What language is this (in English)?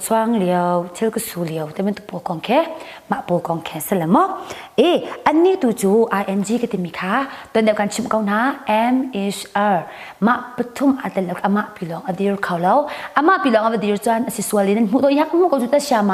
Hakha Chin